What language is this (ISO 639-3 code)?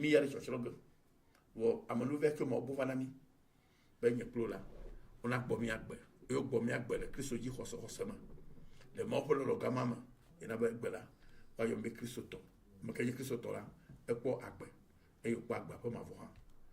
ewe